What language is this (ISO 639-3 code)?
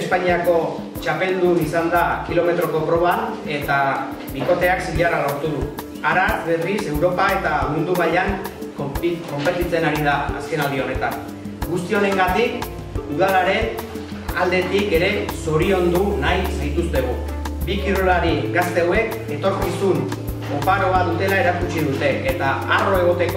eus